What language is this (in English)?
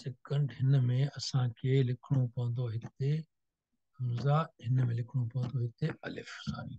Sindhi